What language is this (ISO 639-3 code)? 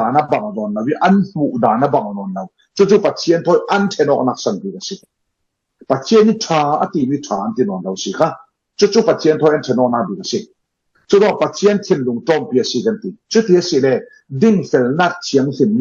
cfm